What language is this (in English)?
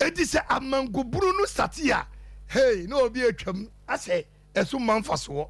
Akan